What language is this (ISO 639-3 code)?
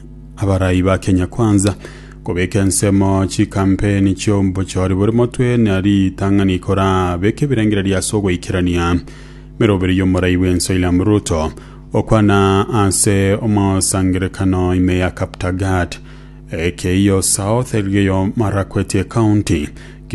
guz